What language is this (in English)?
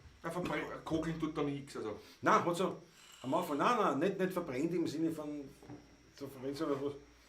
Bavarian